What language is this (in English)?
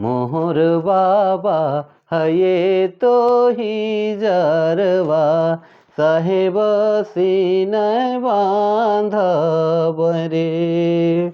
Sadri